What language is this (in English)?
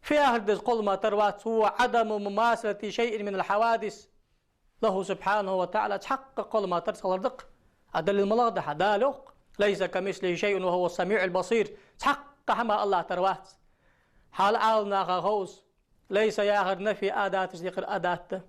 Ingush